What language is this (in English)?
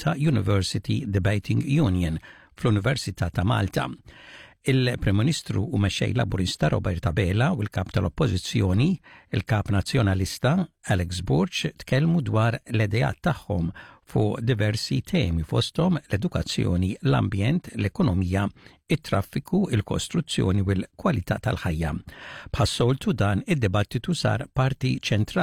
Maltese